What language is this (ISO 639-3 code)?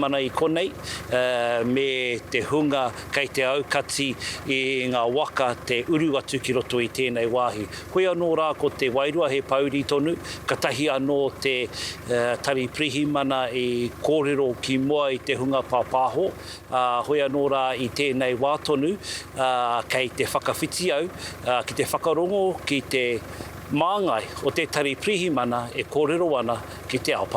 mri